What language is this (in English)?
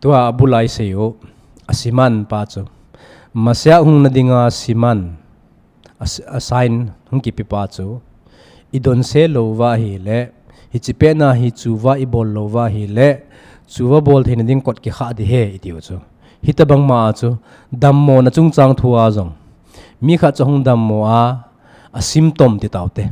Thado Chin